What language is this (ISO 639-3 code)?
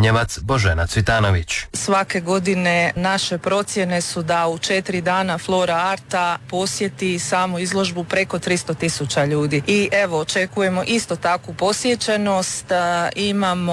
hrv